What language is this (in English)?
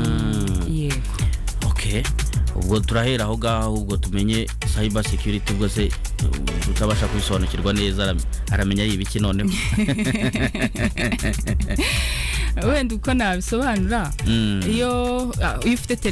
Kinyarwanda